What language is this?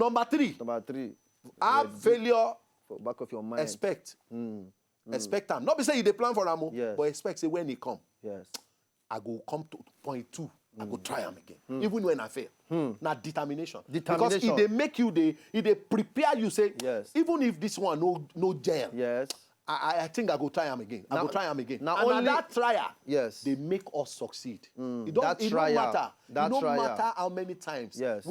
Nigerian Pidgin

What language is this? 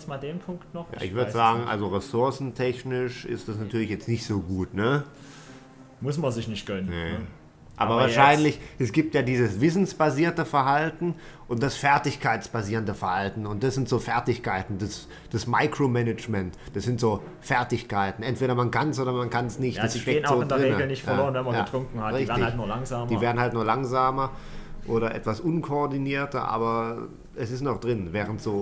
German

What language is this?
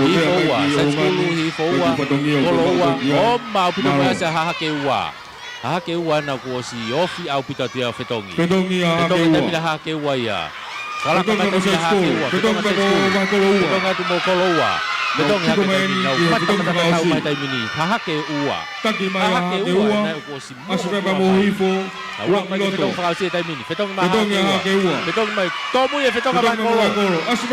Tongan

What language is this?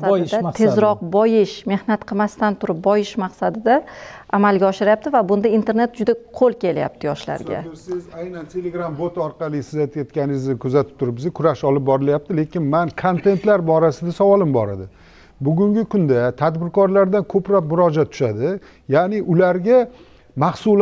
Uzbek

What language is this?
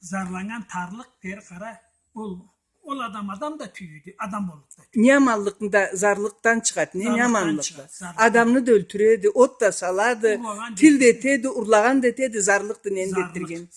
Karachay-Balkar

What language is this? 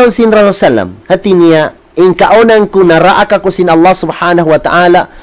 Tausug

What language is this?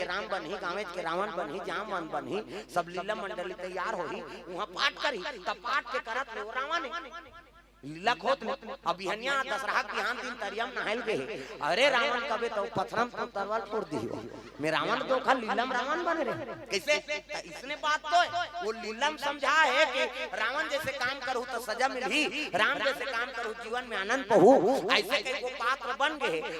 Chhattisgarhi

